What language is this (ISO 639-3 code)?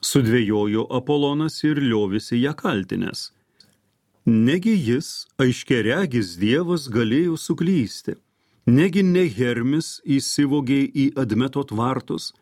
lit